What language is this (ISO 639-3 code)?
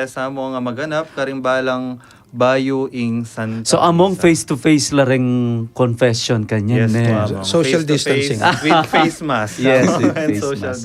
pam